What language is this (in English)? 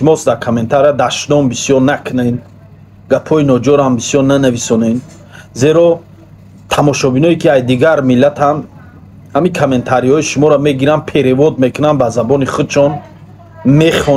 Tajik